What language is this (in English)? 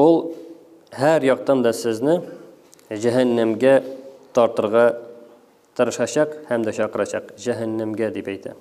Tatar